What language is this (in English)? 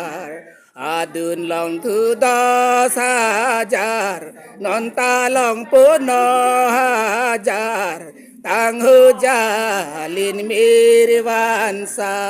Karbi